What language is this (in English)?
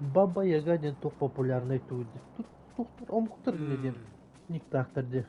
Yakut